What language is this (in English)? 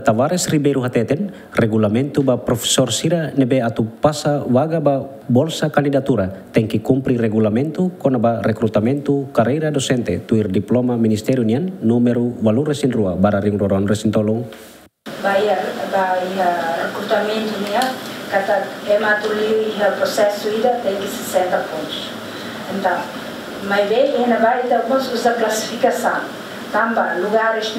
Tetum